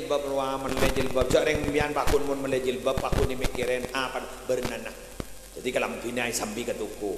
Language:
Madurese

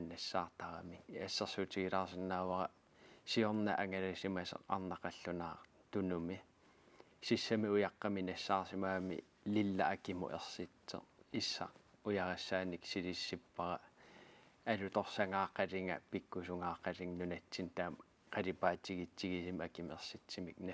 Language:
Kalaallisut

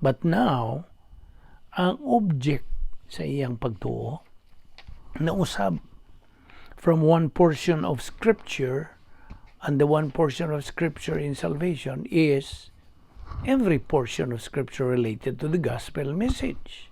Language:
Cebuano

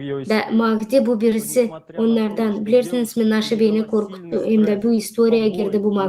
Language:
Gagauz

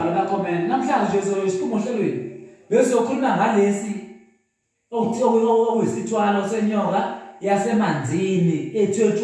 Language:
Zulu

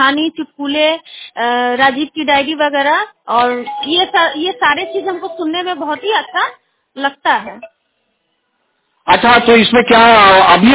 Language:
Hindi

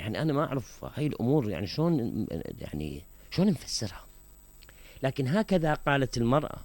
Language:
Mesopotamian Arabic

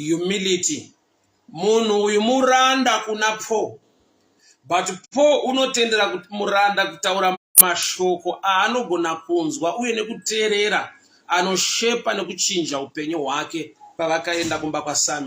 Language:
Shona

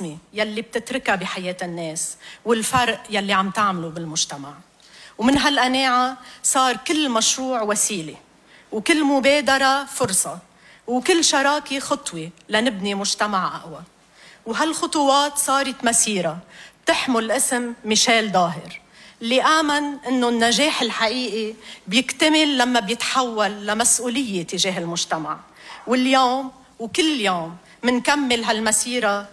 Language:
North Levantine Arabic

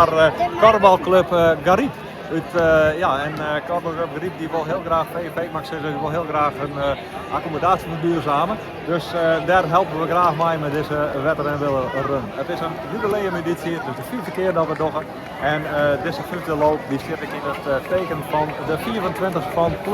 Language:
Western Frisian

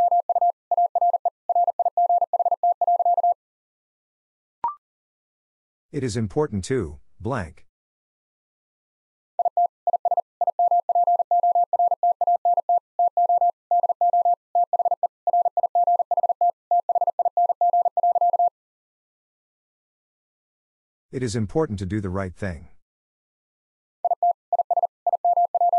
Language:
English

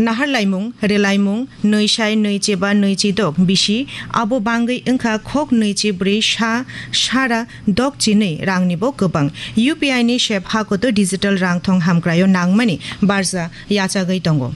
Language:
Kok Borok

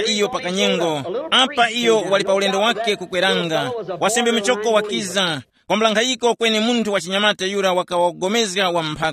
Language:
Tumbuka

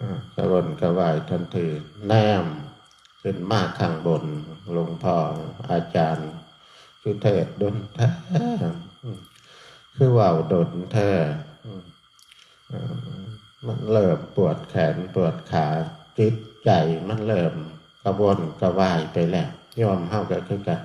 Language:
Northeastern Thai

